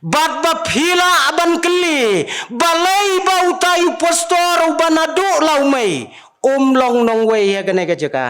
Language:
Khasi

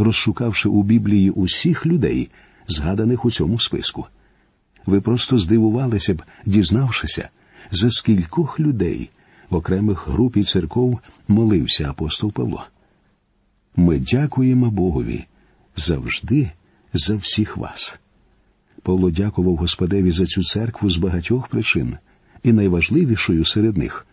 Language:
Ukrainian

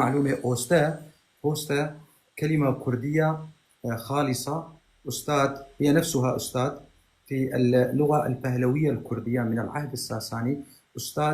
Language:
North Levantine Arabic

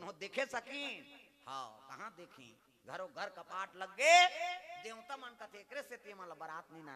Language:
Chhattisgarhi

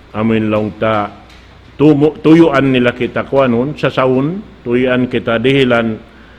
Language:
Tausug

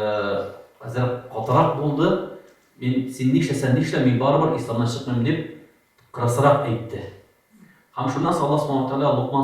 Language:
Tatar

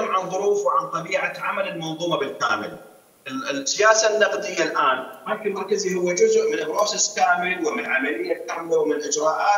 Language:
Mesopotamian Arabic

